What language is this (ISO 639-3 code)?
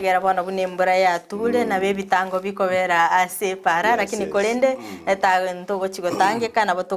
guz